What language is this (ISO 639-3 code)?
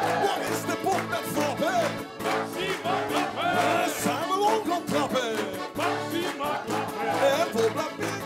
lim